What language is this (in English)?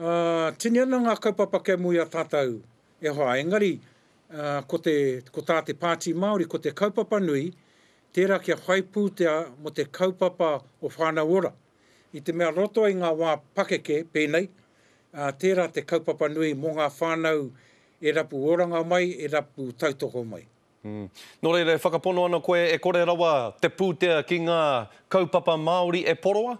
Māori